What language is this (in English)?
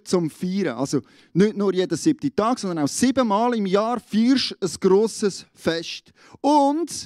Swiss German